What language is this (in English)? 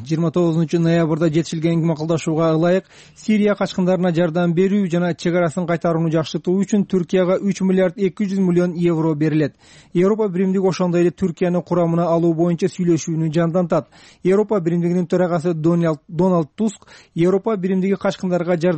Kyrgyz